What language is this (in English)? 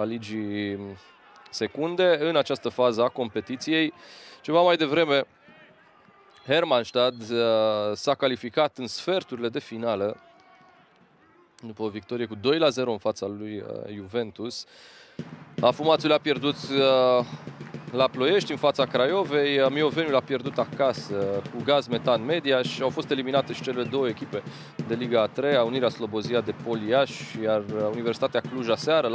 Romanian